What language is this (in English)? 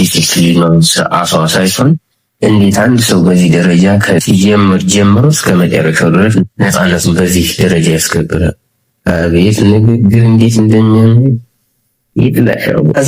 Amharic